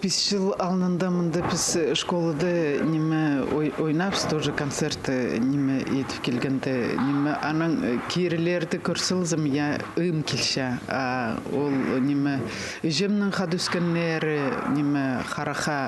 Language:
Khakas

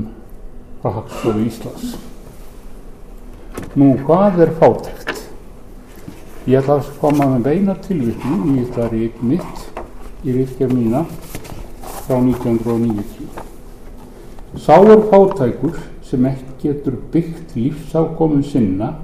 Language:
Icelandic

